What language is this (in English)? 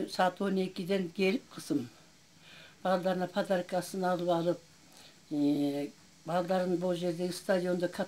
Kyrgyz